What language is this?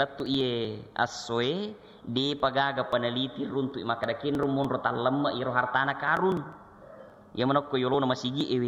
Buginese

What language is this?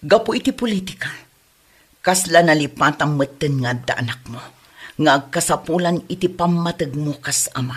Iloko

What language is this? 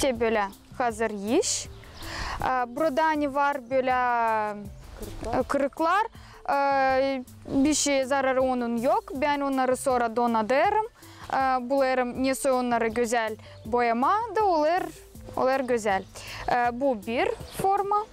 Gagauz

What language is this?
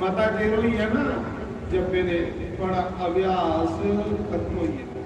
Dogri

